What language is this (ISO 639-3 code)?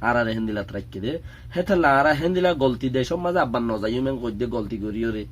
rhg